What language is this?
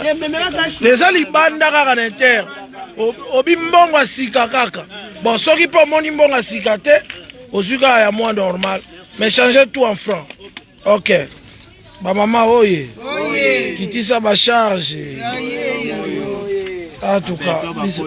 Lingala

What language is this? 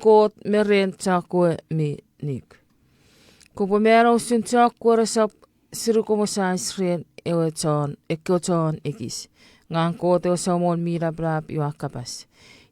Chuukese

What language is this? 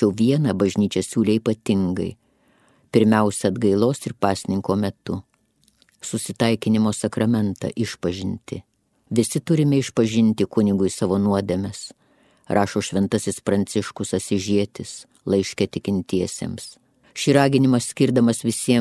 Lithuanian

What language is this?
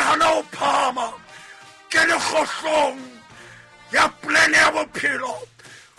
Southern Sotho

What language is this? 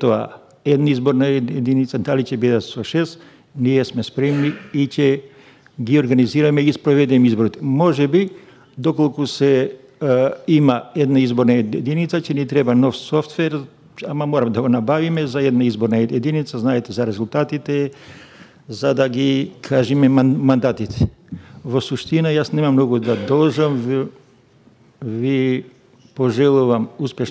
Macedonian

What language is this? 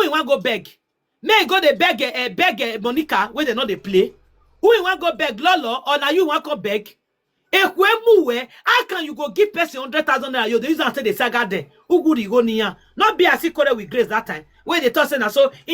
Nigerian Pidgin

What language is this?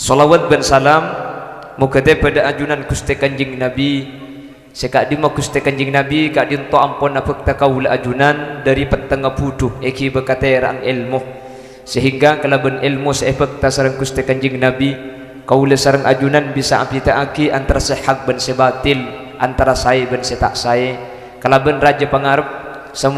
Madurese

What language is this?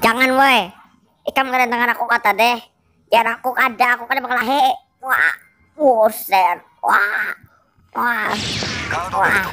Banjar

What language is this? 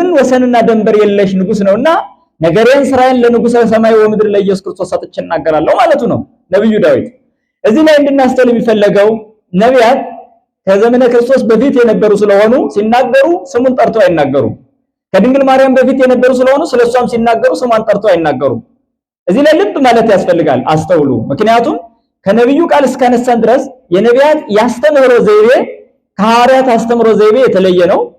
Amharic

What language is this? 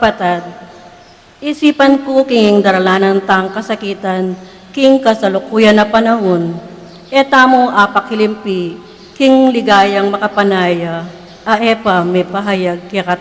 Pampanga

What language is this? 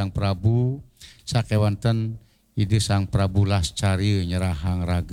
Balinese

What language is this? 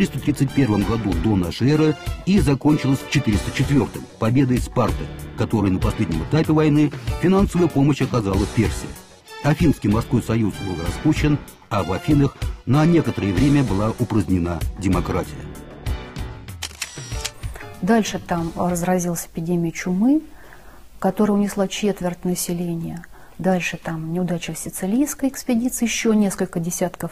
Russian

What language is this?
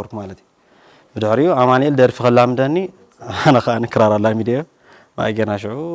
Tigrinya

